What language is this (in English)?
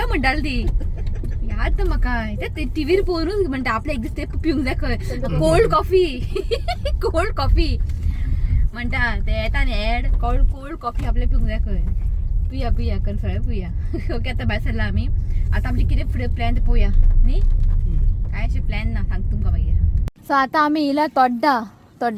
Konkani